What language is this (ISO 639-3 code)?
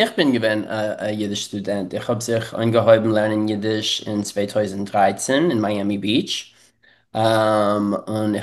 yid